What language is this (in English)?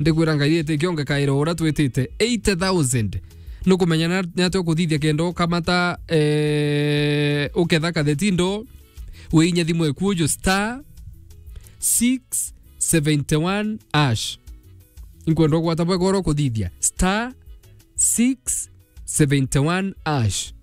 Meru